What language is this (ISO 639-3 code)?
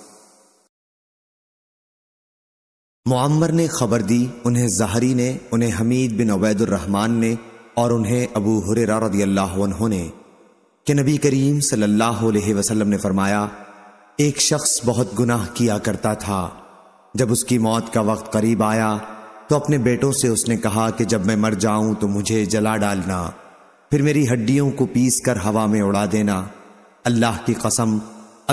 urd